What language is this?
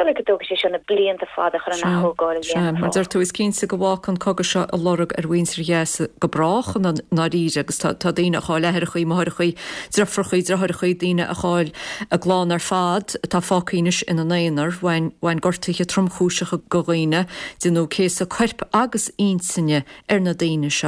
Irish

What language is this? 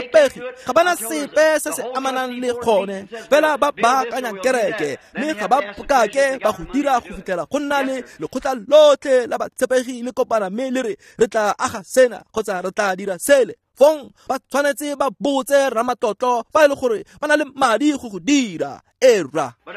Tswana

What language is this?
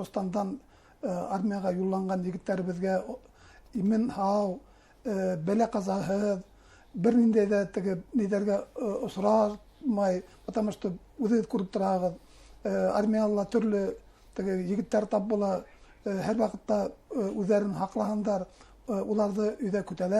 Bashkir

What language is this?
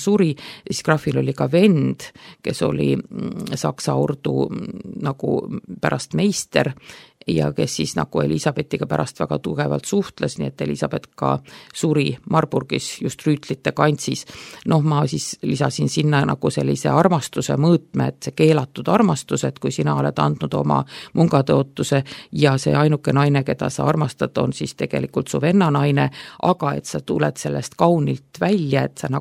Estonian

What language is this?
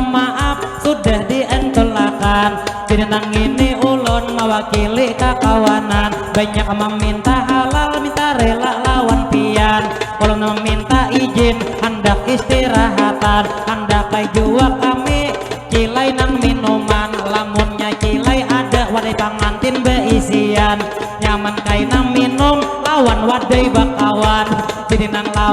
Banjar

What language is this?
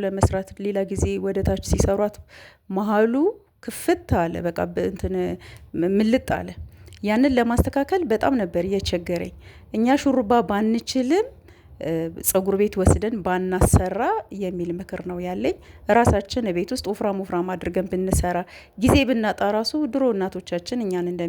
Amharic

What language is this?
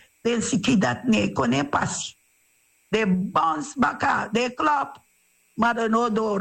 Sranan Tongo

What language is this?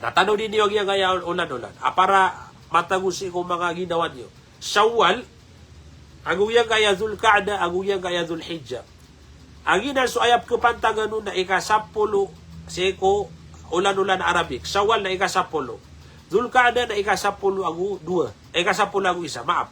Maranao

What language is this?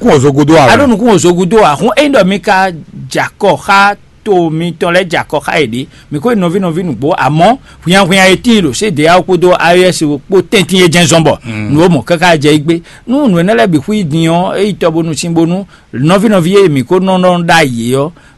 Fon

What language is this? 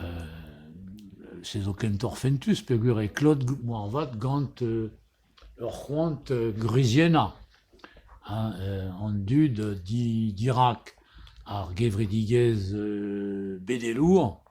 Breton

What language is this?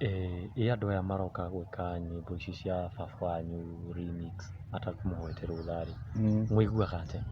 Kikuyu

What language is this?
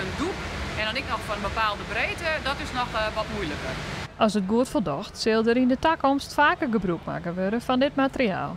Western Frisian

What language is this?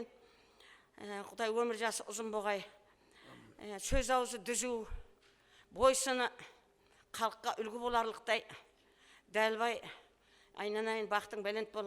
Kara-Kalpak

